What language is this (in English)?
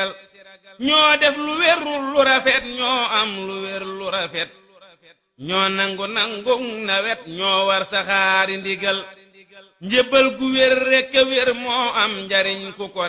Wolof